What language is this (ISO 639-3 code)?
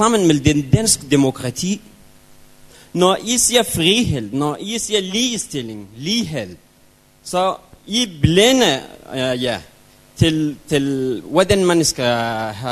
dan